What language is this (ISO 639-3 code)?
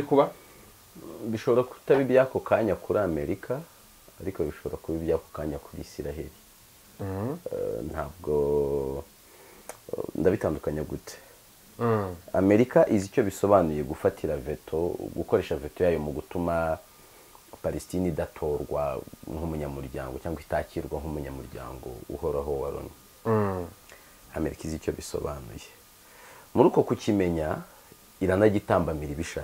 kin